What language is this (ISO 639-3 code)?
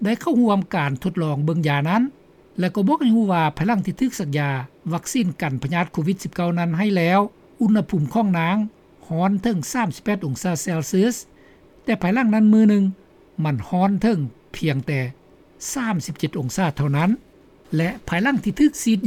lao